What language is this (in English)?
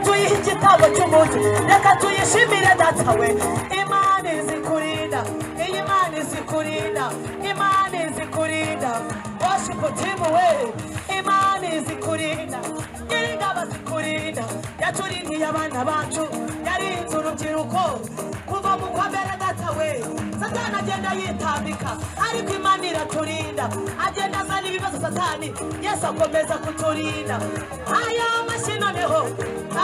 Kinyarwanda